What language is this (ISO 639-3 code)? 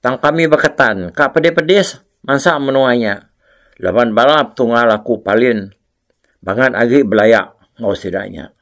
iba